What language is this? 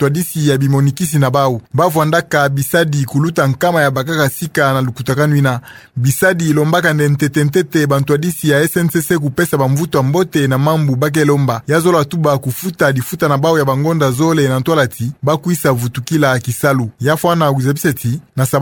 Kituba (Democratic Republic of Congo)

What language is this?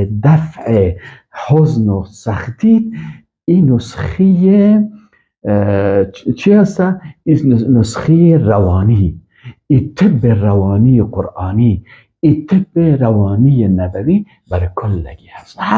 Persian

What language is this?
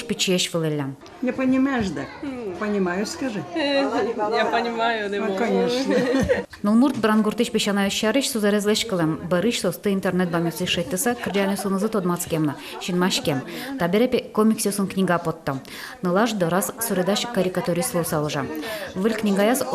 Udmurt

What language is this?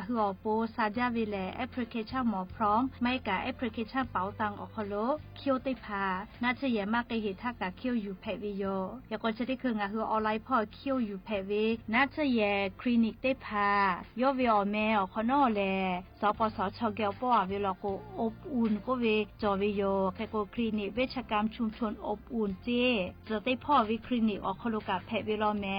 Lahu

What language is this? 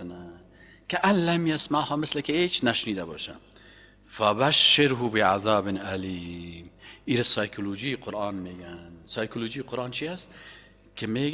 Persian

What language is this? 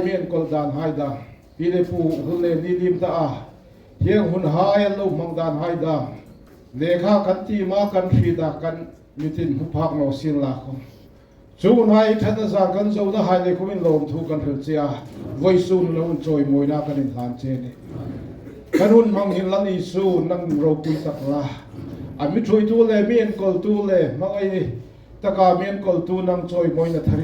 Hmar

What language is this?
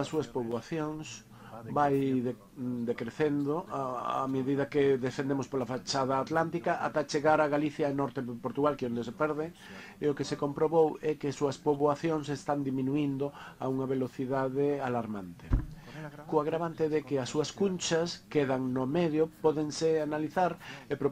Galician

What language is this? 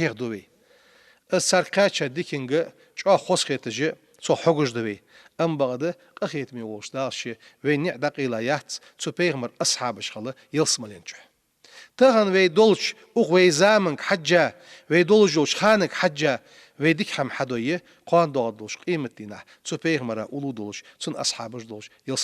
Ingush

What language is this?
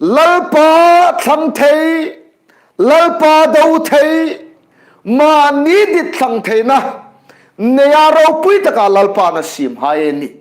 Hmar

